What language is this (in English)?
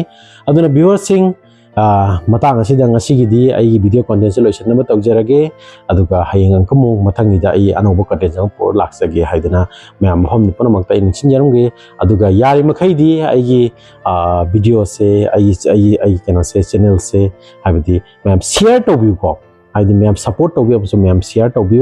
Manipuri